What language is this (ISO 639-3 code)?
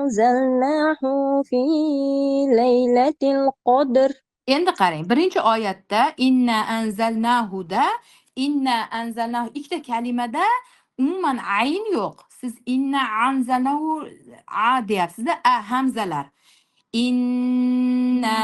uzb